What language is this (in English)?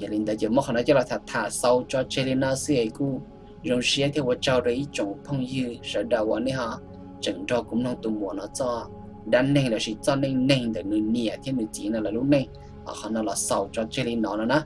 Hmong